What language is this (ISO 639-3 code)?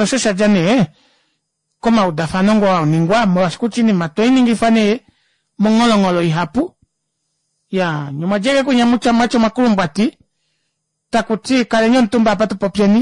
kua